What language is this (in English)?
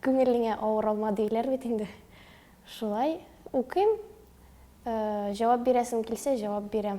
Tatar